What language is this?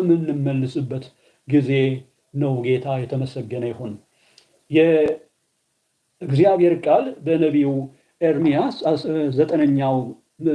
Amharic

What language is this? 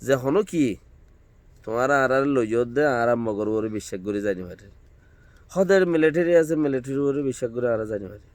Rohingya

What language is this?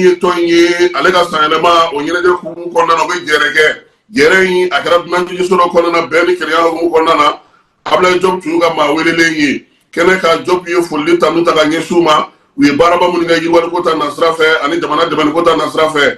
Bambara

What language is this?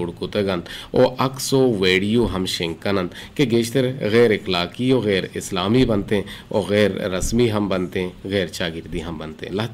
Eastern Balochi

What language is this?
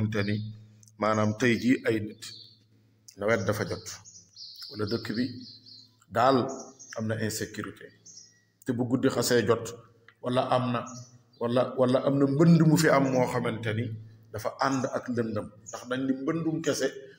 Wolof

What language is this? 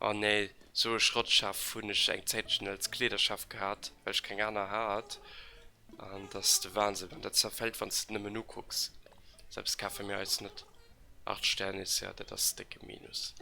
Luxembourgish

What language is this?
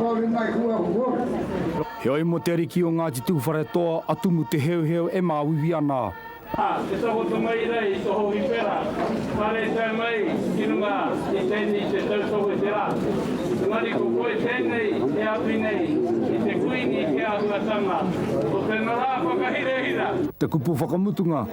Māori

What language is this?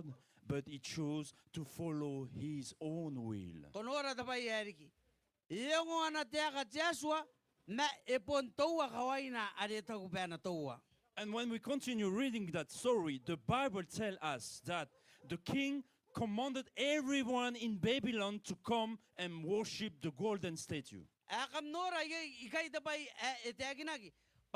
Gilbertese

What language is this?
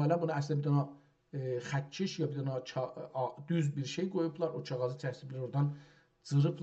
South Azerbaijani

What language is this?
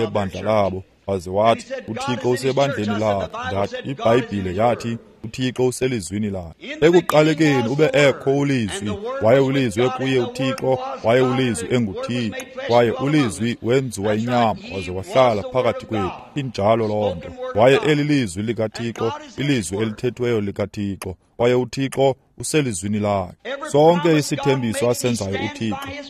Xhosa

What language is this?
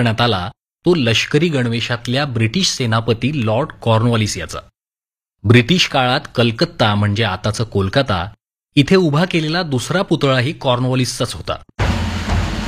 Marathi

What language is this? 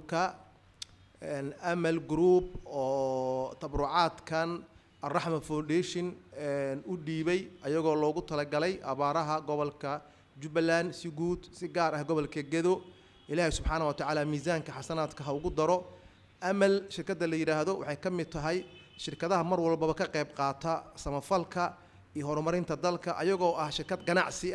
Somali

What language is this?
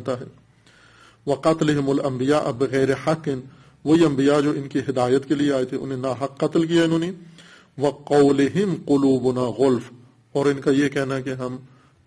Urdu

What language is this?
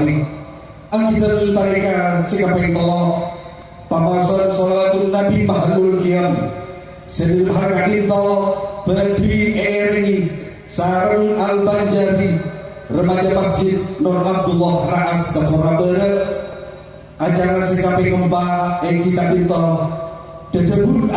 Madurese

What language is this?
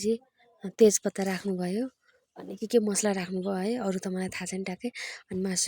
Nepali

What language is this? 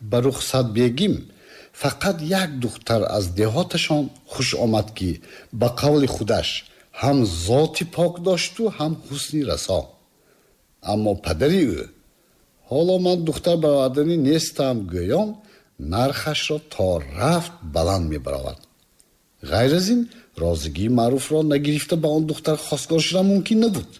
Tajik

